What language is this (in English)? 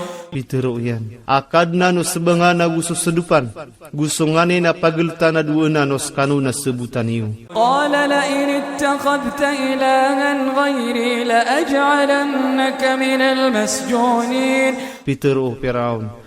Iranun (Philippines)